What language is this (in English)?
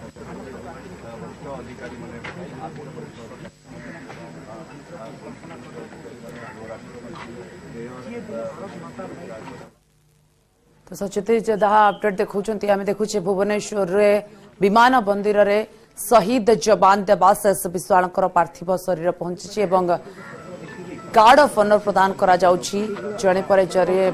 Odia